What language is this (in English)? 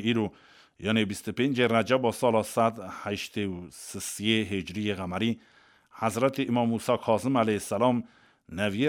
Kurdish